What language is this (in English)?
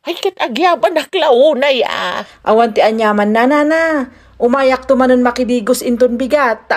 Iloko